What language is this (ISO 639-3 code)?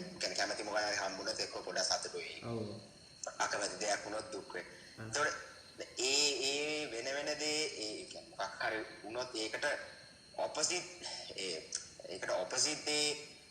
sin